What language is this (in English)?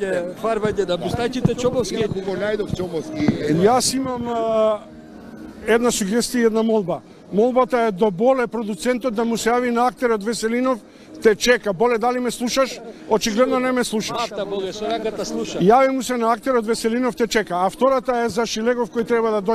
Macedonian